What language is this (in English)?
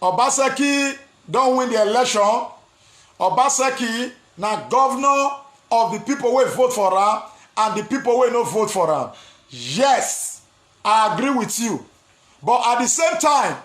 Nigerian Pidgin